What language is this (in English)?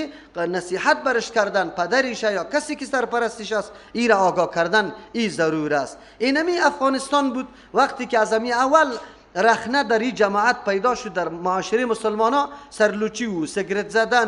Persian